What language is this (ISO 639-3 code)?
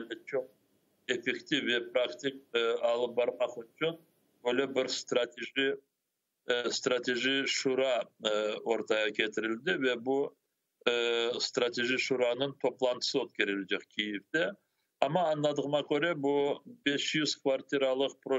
crh